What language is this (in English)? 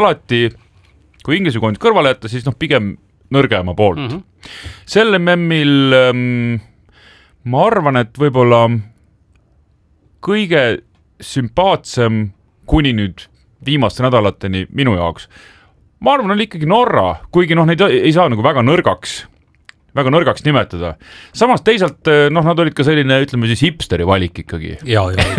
Estonian